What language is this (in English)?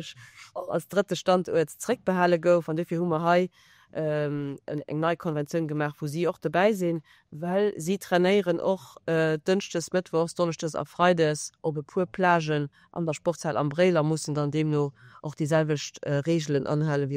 Luxembourgish